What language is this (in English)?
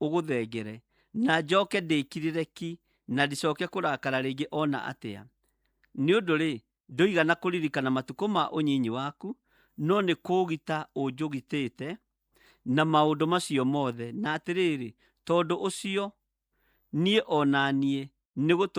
Kikuyu